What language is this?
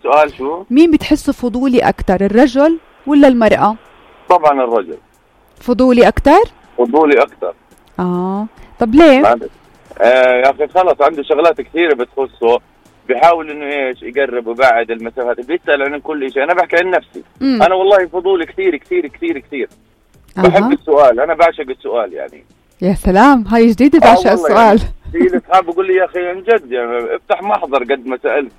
North Levantine Arabic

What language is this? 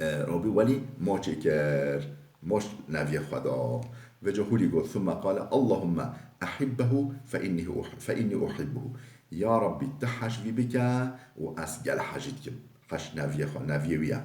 Kurdish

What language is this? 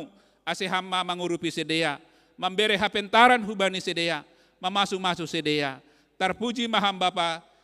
Batak Simalungun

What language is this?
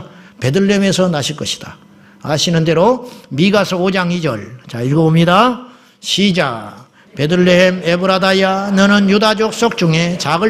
Korean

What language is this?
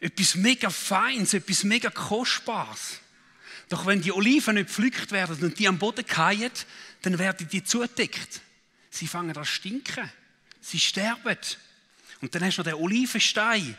Swiss German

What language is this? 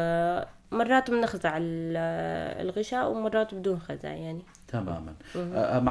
North Levantine Arabic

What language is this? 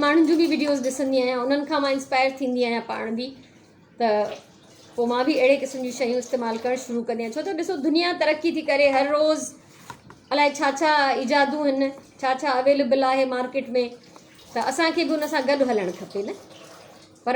Sindhi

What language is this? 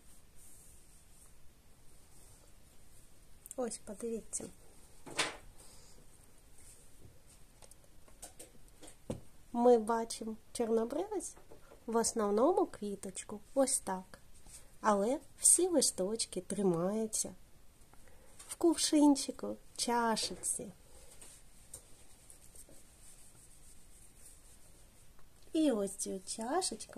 Ukrainian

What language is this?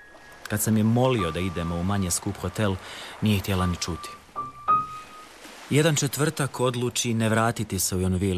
Croatian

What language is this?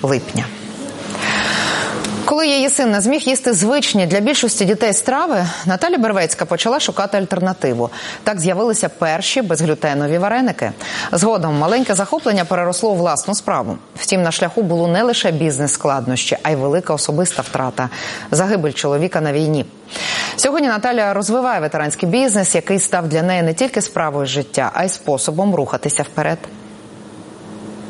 Ukrainian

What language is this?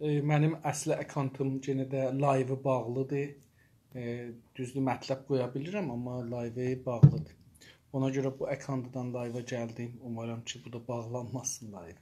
South Azerbaijani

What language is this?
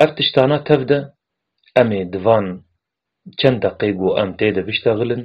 Kurdish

